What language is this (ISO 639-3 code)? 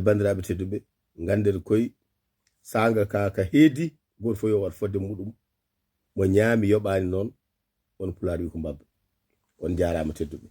ful